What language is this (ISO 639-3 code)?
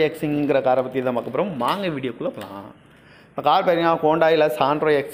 tam